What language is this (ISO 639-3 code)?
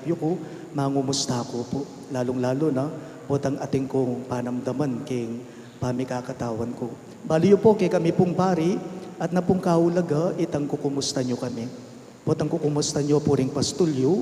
pam